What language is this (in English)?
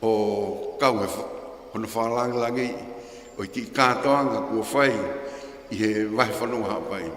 Tongan